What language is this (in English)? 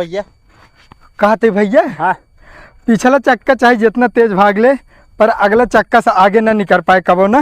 Awadhi